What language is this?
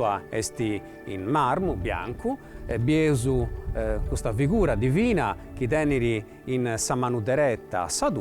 Sardinian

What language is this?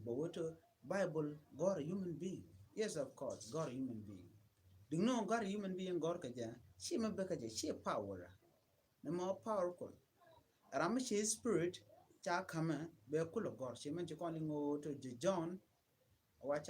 Nuer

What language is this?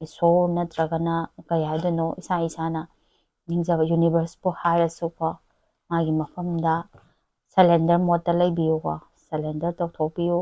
Manipuri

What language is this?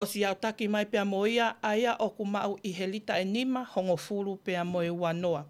Tongan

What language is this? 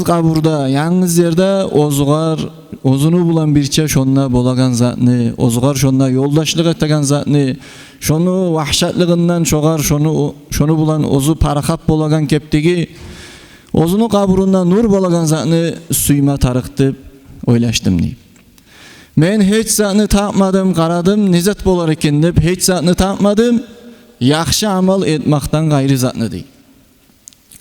Kumyk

